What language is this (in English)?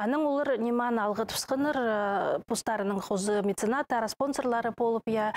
Khakas